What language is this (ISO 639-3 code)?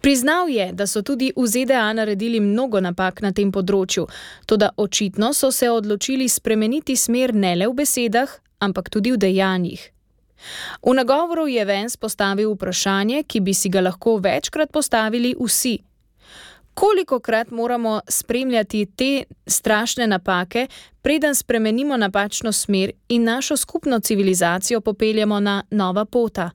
slv